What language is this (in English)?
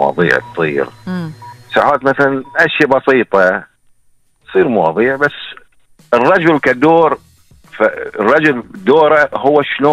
Gulf Arabic